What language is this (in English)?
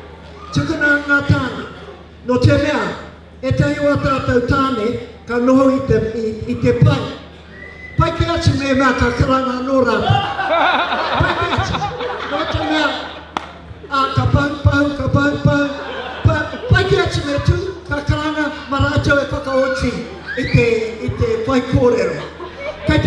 Māori